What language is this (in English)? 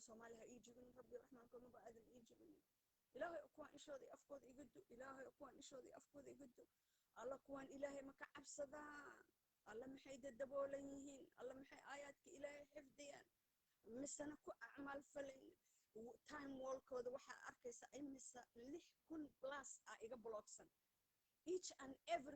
Somali